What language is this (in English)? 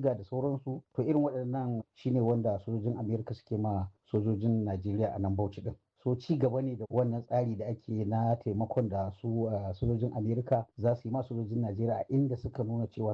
Hausa